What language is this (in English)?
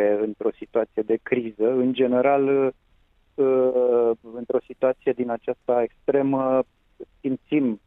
Romanian